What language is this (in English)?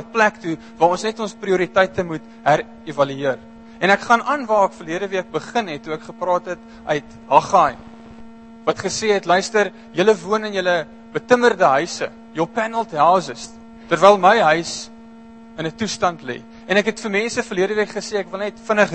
Afrikaans